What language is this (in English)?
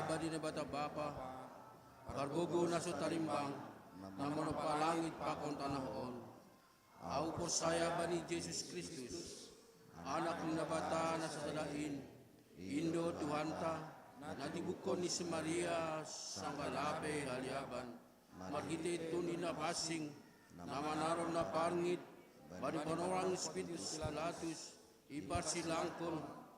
Batak Simalungun